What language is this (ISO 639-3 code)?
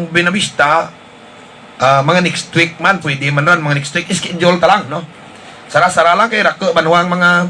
hil